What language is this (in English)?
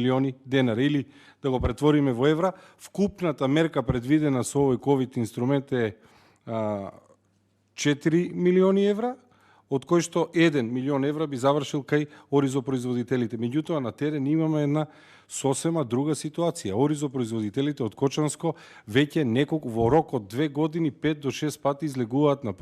Macedonian